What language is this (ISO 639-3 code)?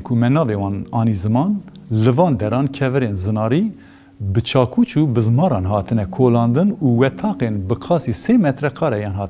kur